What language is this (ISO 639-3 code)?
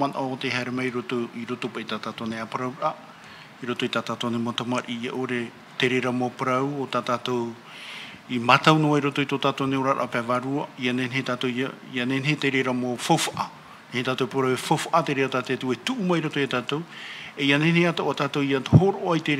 tah